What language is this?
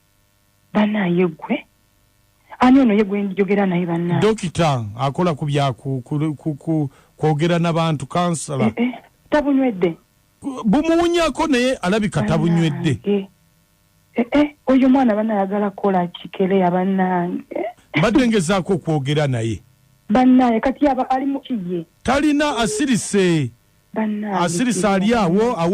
Ganda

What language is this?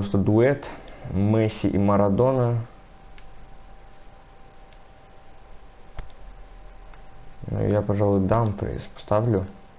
Russian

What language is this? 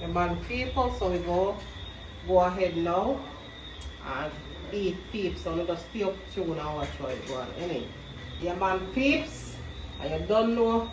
Jamaican Creole English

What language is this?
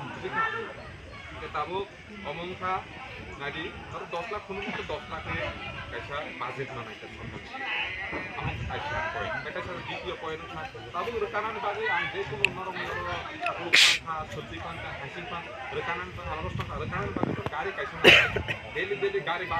Kok Borok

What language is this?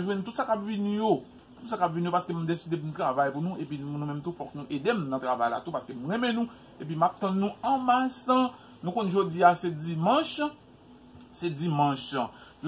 Haitian Creole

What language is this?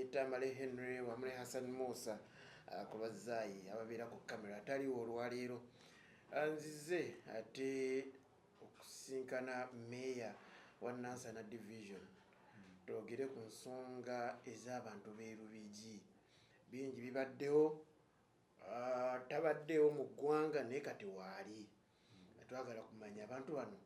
Ganda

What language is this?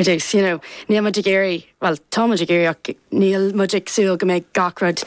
Irish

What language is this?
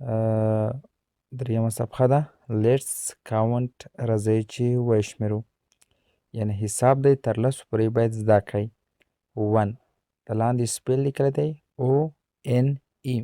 Pashto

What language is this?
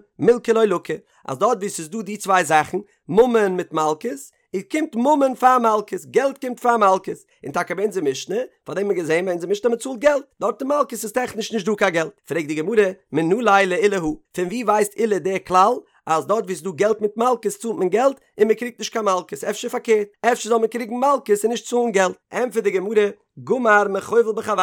Yiddish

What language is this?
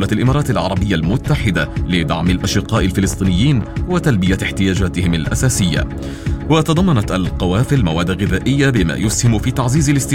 Arabic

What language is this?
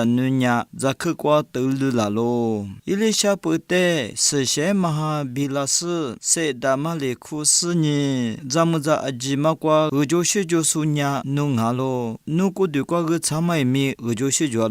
Lisu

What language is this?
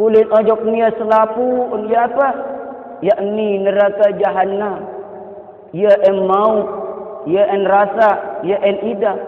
Sasak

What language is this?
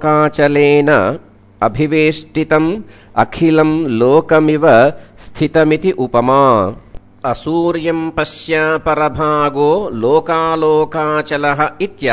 Sanskrit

